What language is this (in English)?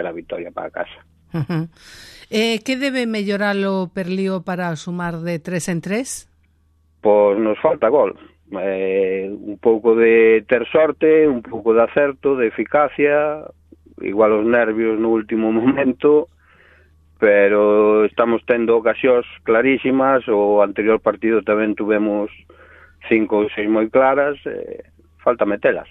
Galician